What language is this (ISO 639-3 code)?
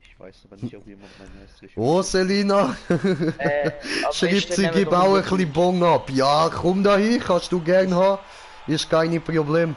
gsw